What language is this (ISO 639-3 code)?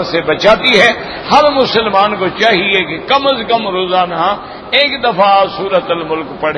urd